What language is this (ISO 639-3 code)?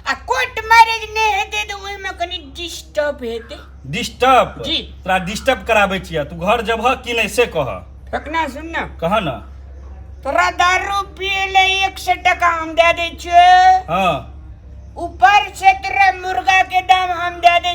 mai